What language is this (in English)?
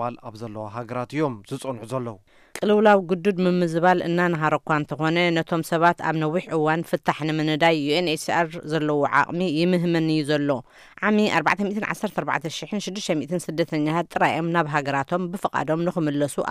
Tigrinya